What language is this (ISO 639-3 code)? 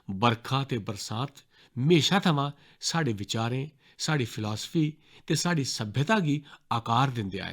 doi